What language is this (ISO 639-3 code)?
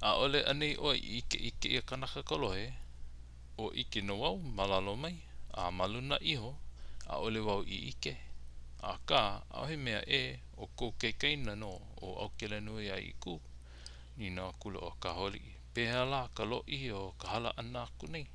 haw